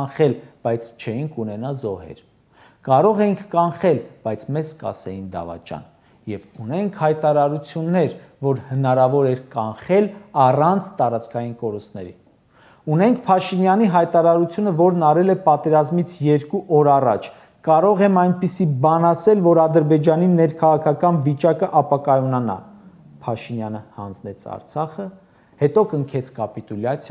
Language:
Armenian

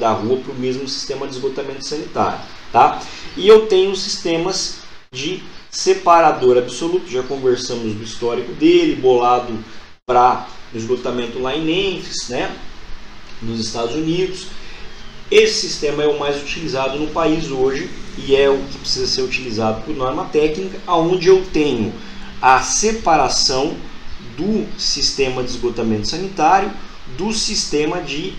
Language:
Portuguese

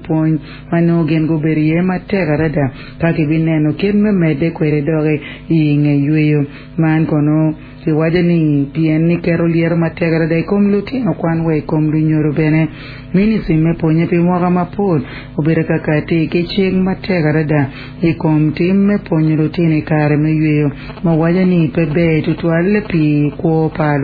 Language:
Acoli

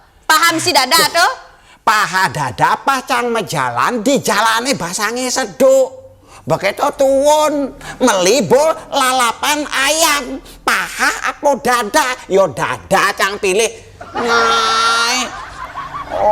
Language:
Balinese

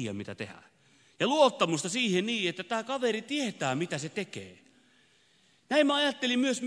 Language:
Finnish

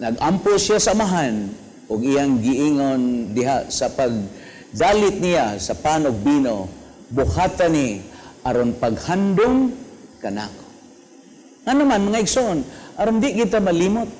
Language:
Cebuano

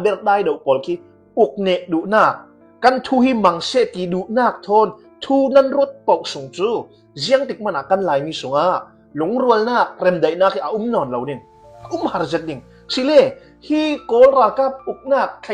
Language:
Hakha Chin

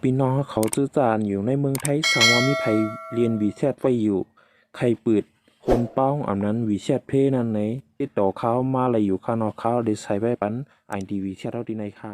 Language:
Shan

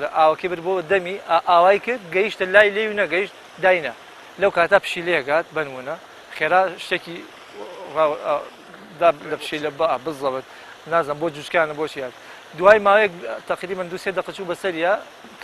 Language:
Central Kurdish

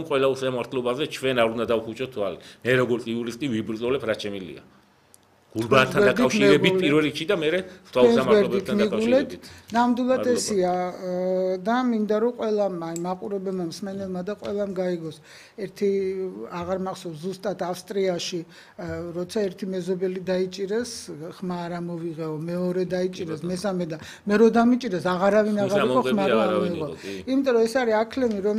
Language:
Georgian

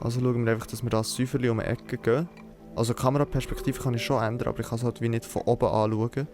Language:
Swiss German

